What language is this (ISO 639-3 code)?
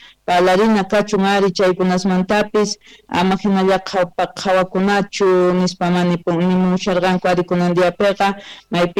que